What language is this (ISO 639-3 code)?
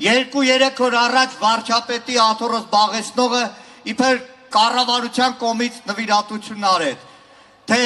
hye